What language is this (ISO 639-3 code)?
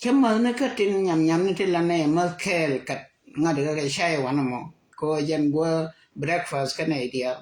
nus